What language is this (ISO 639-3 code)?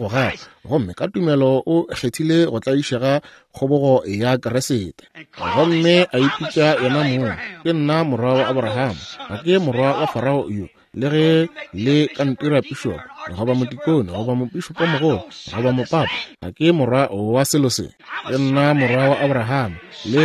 nso